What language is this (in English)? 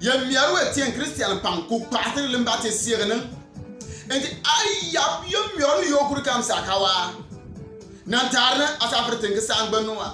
Bimoba